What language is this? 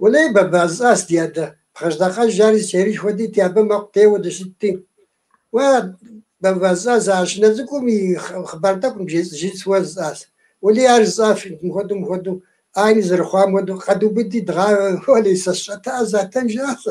Kabardian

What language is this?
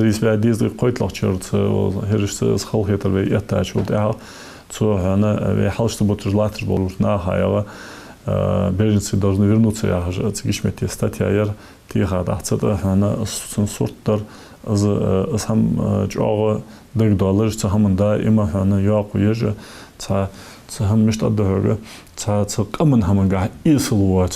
Ingush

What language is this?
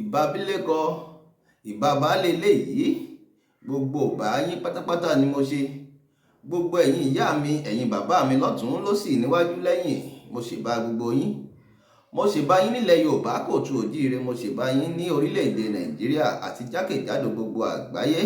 Yoruba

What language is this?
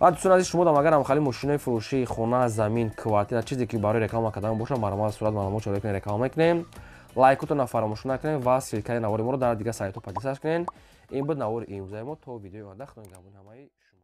Tajik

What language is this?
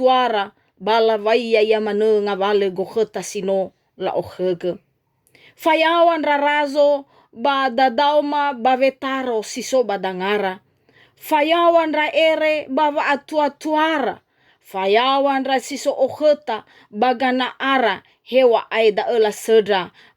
Nias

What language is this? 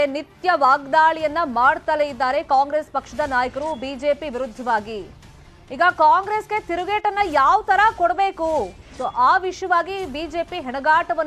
Kannada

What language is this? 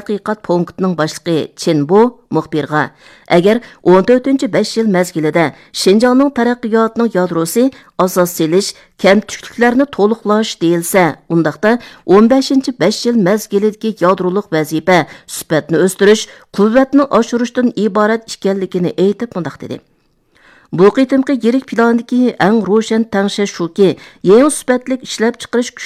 Uyghur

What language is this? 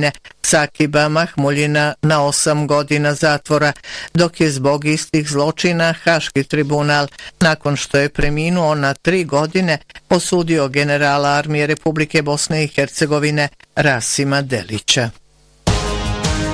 Bosnian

